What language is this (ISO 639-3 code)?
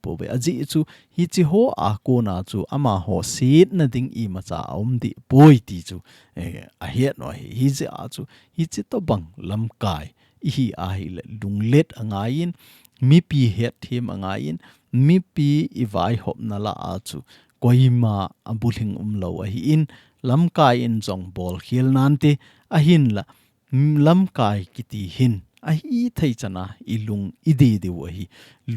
tcz